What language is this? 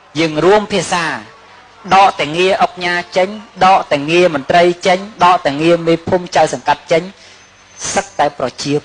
Khmer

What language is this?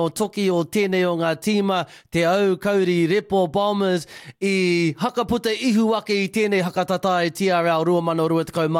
Māori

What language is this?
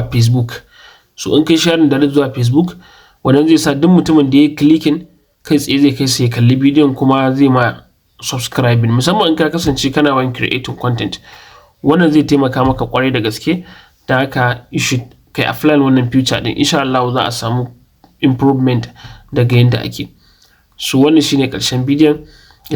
Hausa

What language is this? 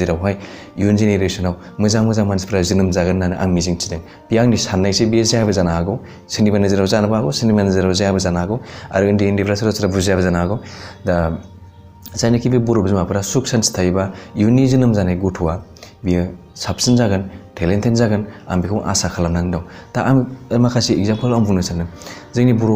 Bodo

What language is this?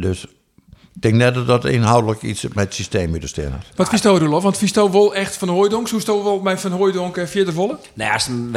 Western Frisian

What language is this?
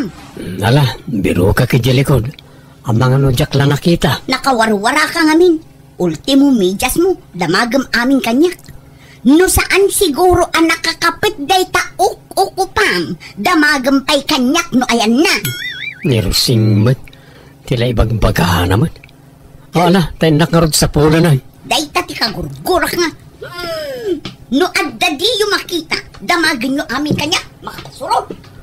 Iloko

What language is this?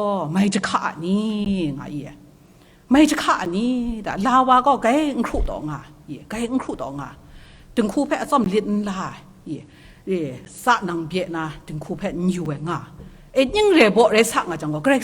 Kachin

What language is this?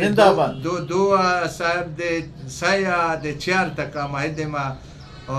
Eastern Balochi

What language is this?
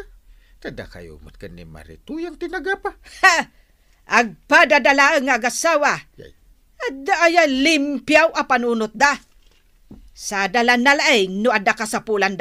Iloko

